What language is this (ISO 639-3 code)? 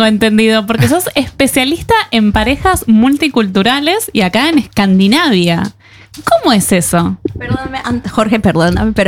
spa